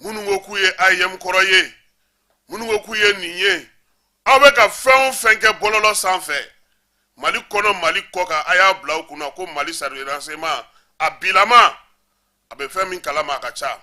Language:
Bambara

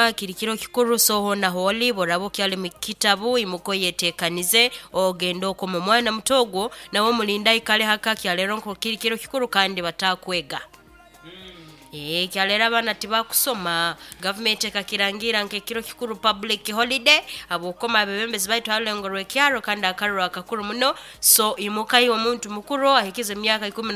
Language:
Nyoro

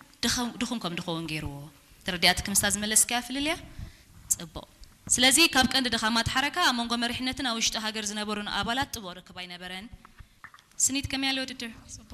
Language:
Tigrinya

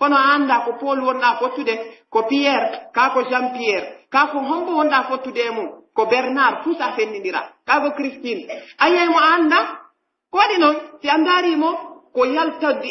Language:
Pular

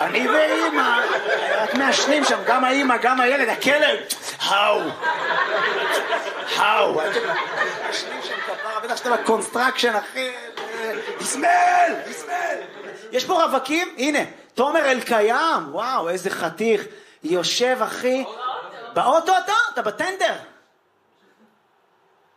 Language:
Hebrew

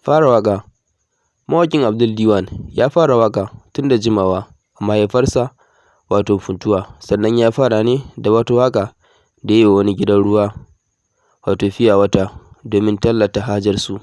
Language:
Hausa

